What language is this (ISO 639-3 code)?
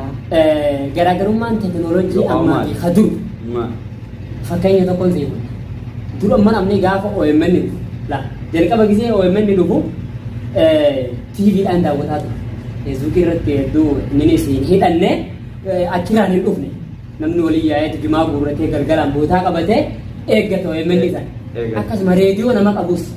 orm